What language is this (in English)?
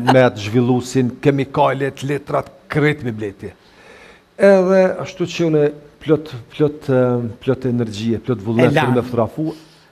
Albanian